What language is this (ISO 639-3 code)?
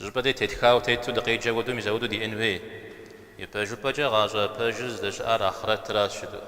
kbd